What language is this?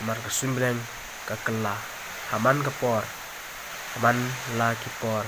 Khasi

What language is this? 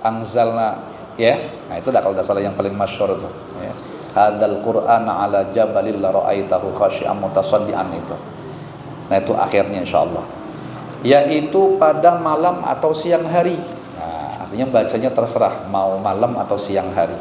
Banjar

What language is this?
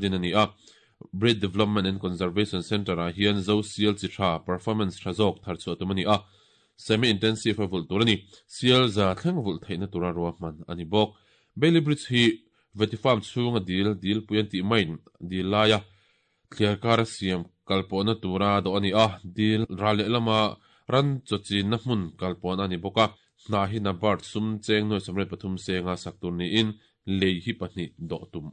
Mizo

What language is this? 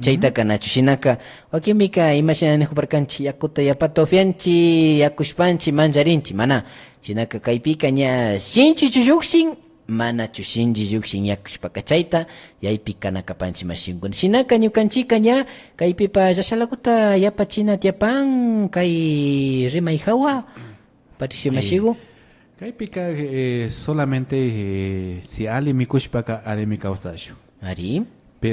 Imbabura Highland Quichua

